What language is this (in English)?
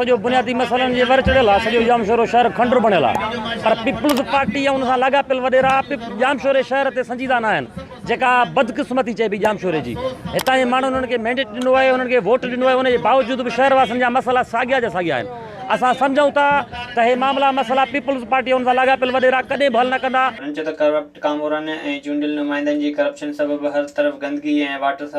Sindhi